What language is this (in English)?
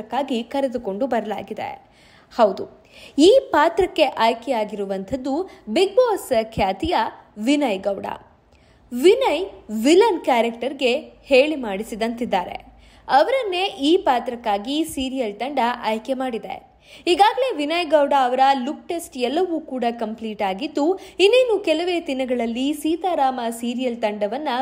Kannada